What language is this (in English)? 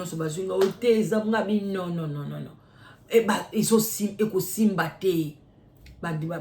Lingala